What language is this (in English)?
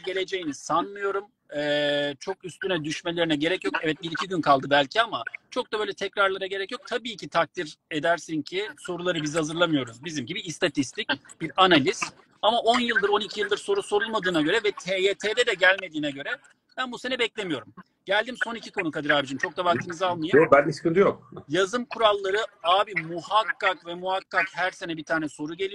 Turkish